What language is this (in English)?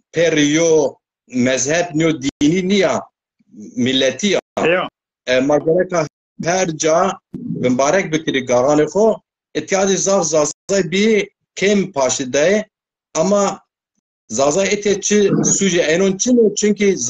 Zaza